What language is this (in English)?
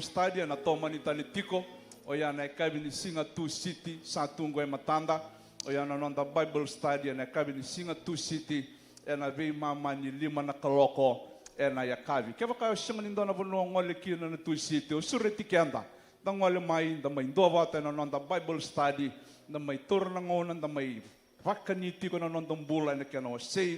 Fijian